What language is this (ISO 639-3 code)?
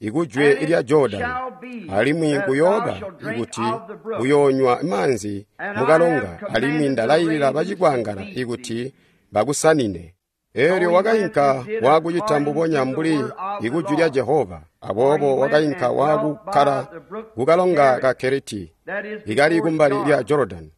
toi